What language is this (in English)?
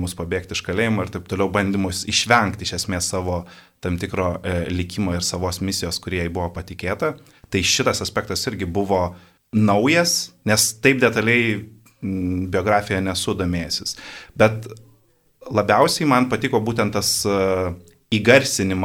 Lithuanian